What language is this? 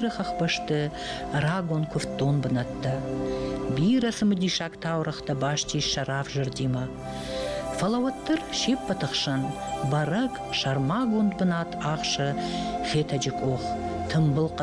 Ossetic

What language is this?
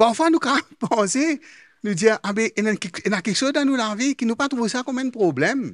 Morisyen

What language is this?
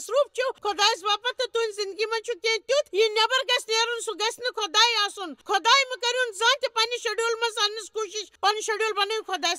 Kashmiri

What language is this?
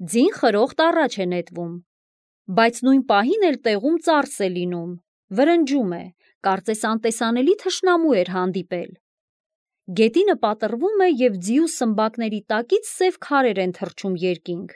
Armenian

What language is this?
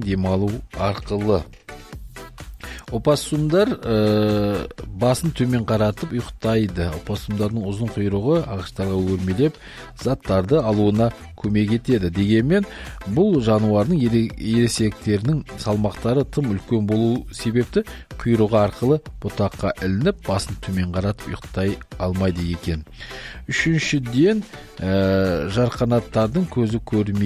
Kazakh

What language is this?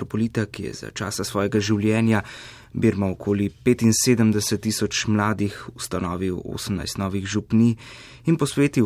Slovenian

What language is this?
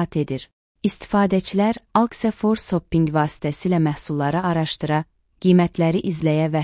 Azerbaijani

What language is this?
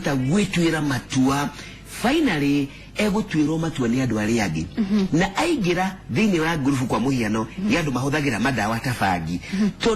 Kikuyu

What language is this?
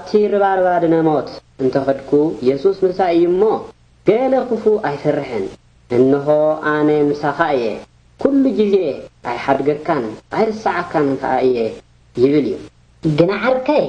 Tigrinya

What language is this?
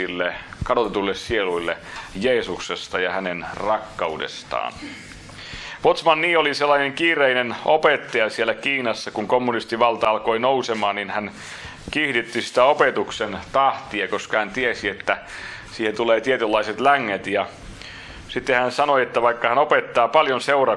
Finnish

